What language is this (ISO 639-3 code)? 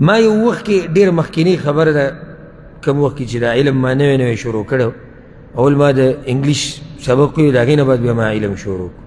pus